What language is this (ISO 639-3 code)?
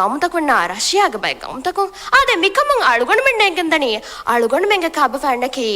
div